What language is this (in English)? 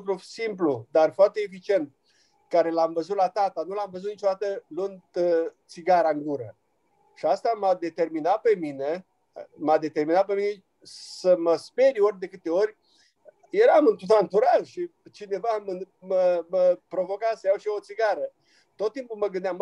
Romanian